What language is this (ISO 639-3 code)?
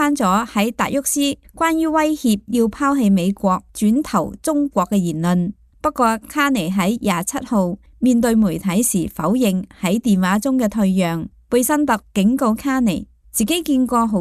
yue